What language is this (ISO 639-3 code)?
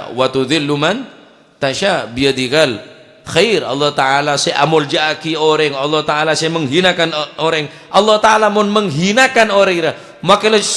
mad